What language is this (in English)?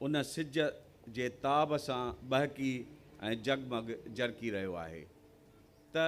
Sindhi